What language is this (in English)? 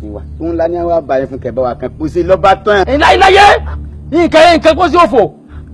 Yoruba